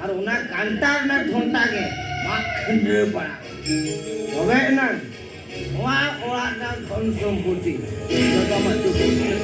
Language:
Santali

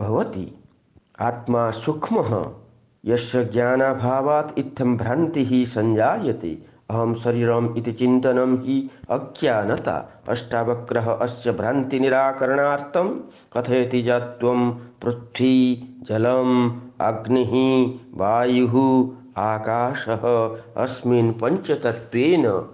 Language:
Sanskrit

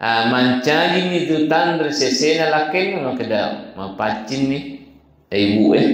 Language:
Buginese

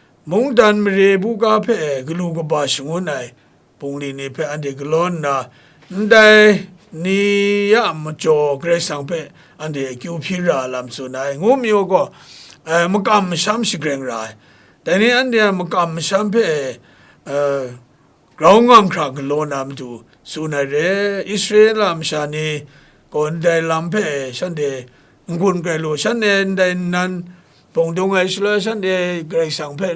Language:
Kachin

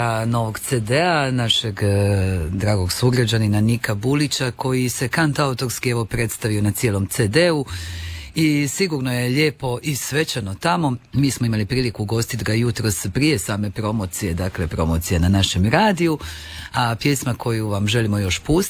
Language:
Croatian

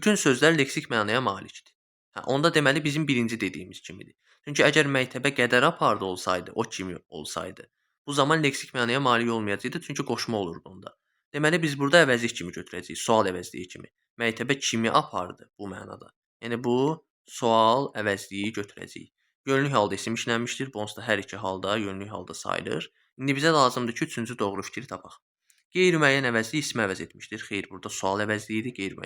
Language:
Azerbaijani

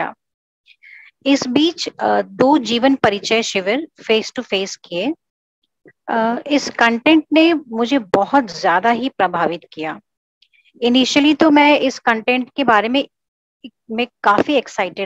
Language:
Hindi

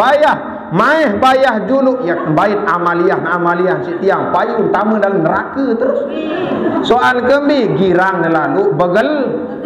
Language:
Sasak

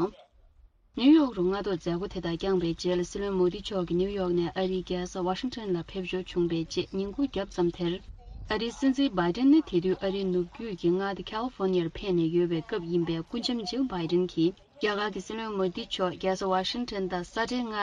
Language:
Tibetan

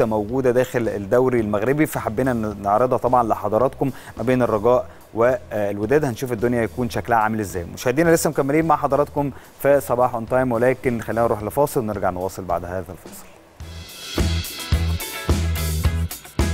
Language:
Egyptian Arabic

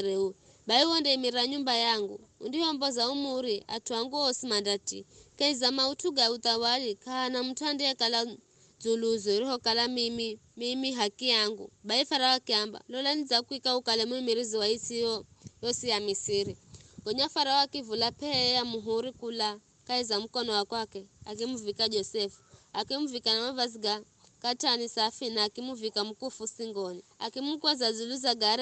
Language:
Giryama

